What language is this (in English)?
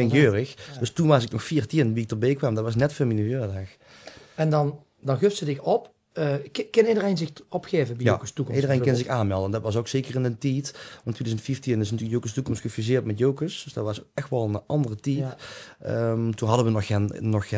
Limburgish